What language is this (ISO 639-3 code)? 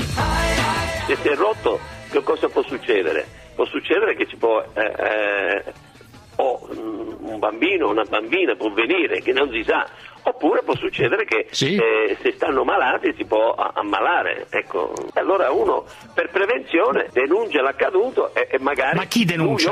ita